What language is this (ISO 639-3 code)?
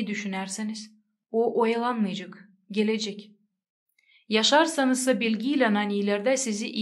gag